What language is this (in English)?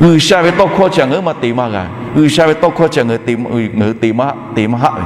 Lahu